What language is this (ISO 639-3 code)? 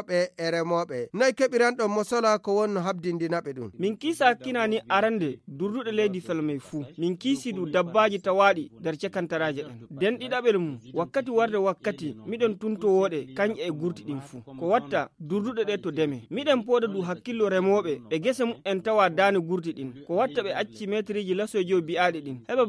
ful